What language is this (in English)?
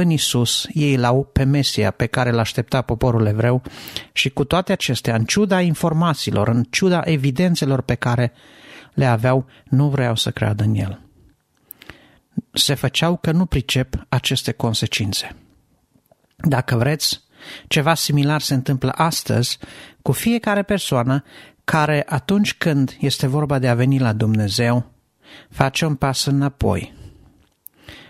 Romanian